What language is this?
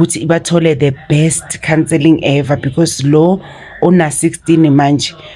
Zulu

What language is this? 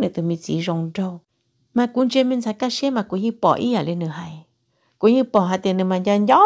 Hmong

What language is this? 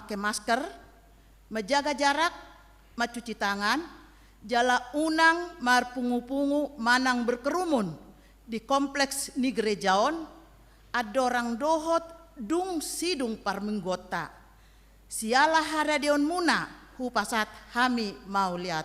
Batak Toba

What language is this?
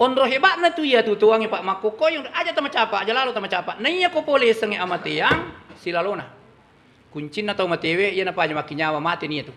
Buginese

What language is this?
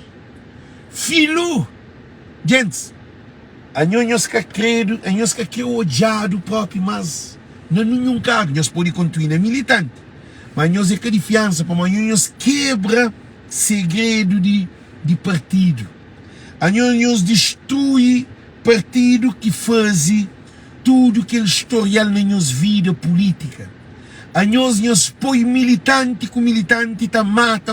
Kabuverdianu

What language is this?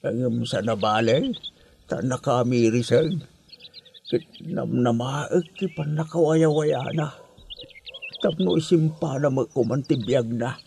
Iloko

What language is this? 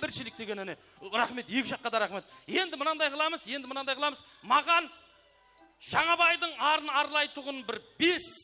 Kara-Kalpak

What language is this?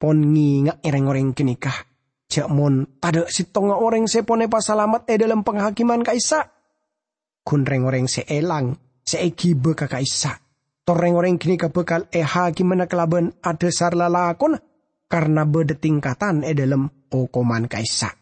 Madurese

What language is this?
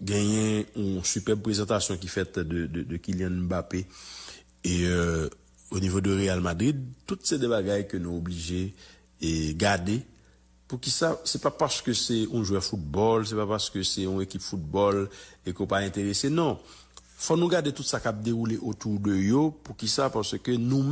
Haitian Creole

